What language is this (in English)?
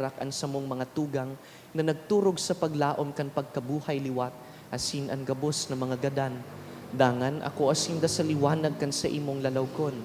Bikol